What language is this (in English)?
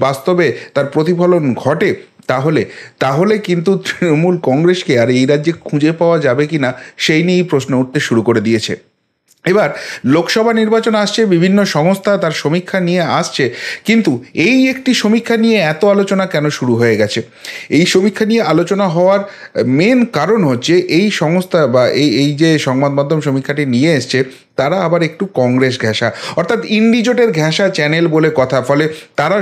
Bangla